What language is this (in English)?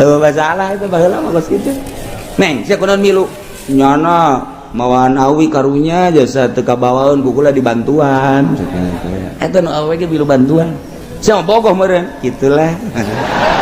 Sundanese